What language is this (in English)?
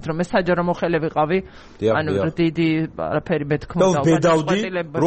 Georgian